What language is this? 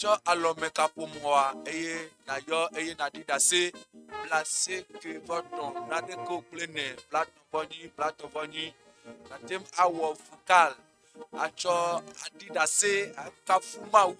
Ewe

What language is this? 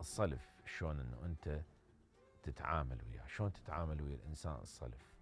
Mesopotamian Arabic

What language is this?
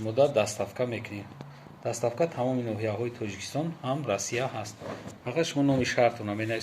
Tajik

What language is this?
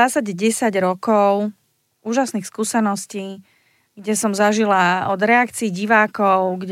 Slovak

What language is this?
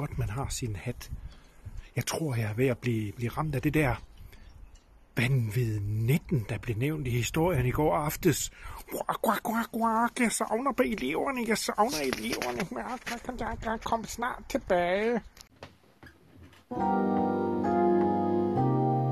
Danish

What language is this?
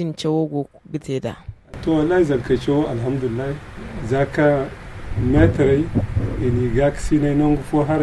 Zarma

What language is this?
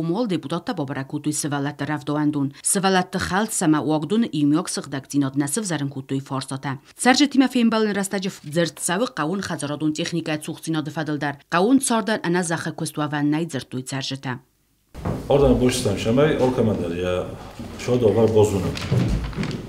Ossetic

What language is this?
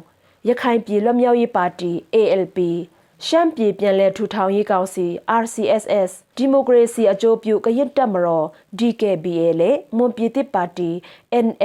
Falam Chin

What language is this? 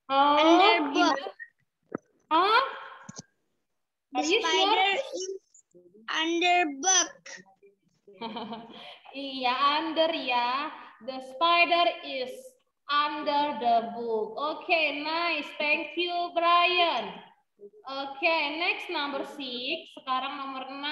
Indonesian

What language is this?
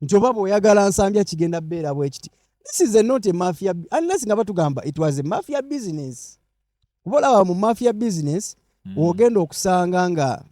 Ganda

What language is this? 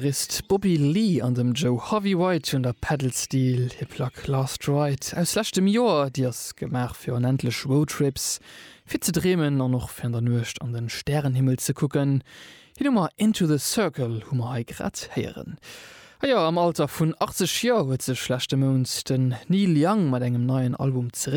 Luxembourgish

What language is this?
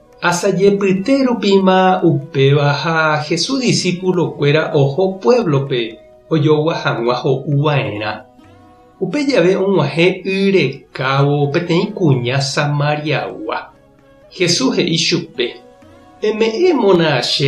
Guarani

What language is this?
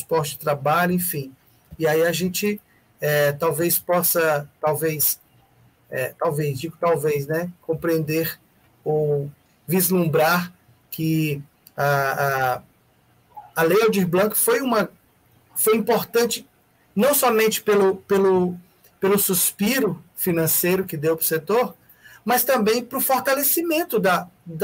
Portuguese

